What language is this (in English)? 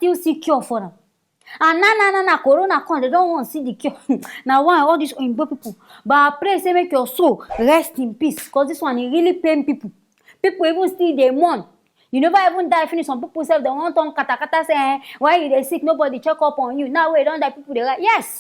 Nigerian Pidgin